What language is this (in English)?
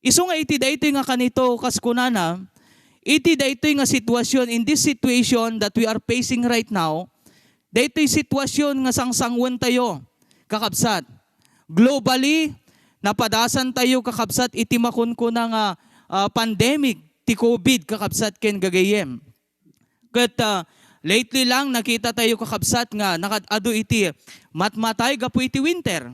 Iloko